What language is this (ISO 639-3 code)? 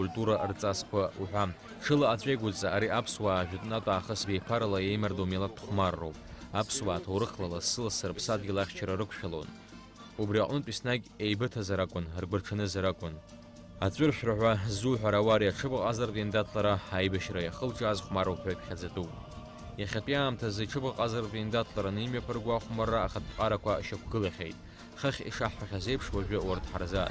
abk